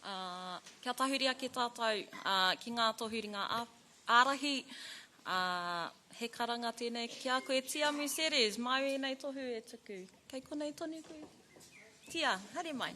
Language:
Māori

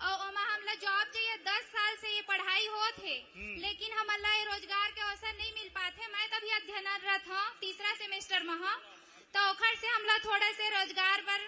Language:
Chhattisgarhi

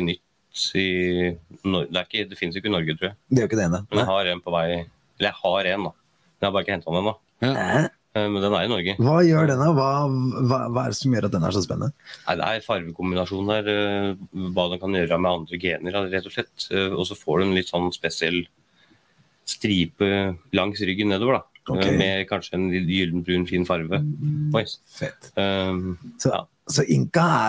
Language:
Norwegian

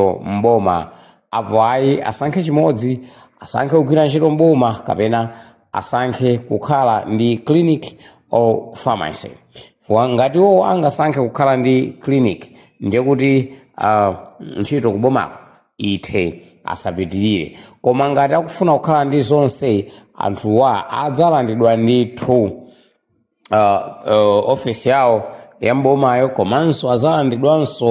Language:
Nyanja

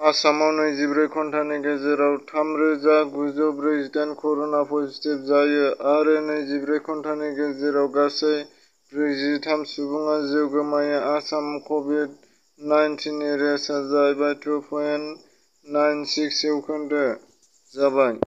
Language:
Bodo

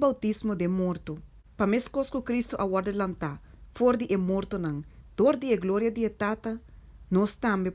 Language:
Papiamento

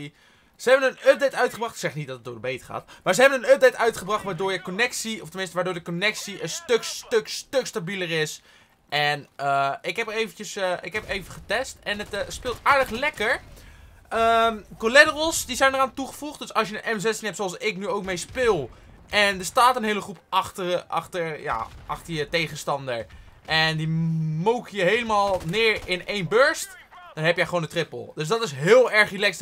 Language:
Dutch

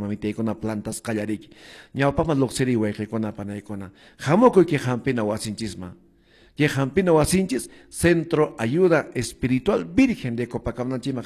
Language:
Quechua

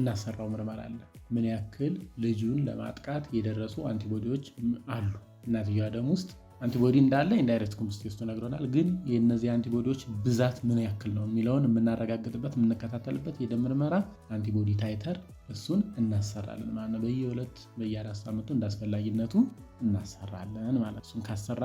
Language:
Amharic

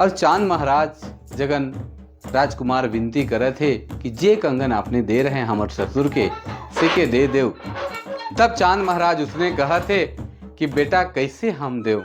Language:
Sadri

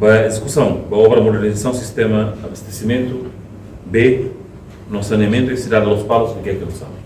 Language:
Tetum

